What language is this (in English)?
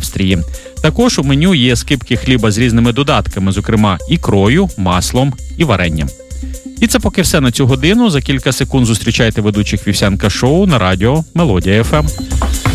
Ukrainian